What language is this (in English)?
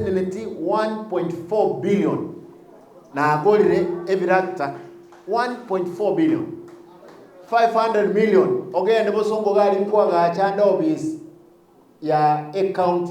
Gusii